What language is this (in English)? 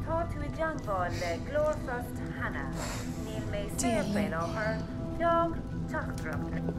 Irish